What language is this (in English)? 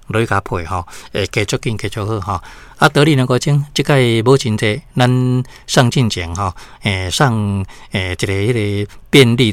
Min Nan Chinese